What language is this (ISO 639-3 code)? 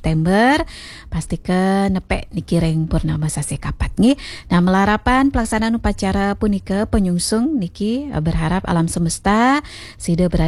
ban